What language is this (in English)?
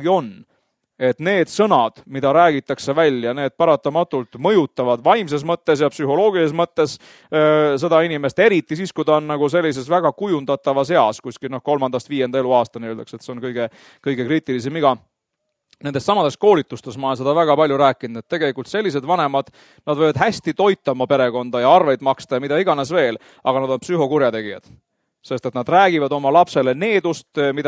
Estonian